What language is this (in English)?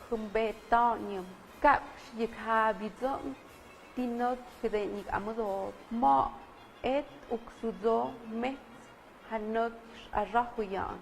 Tlahuitoltepec Mixe